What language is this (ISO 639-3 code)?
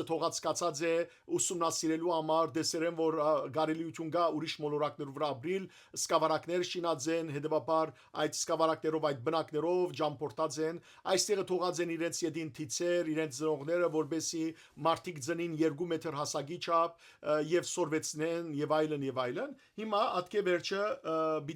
hyw